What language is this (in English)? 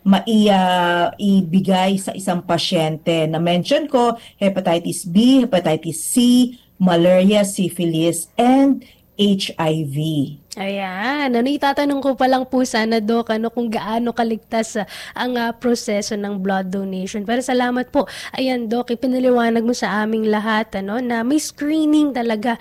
Filipino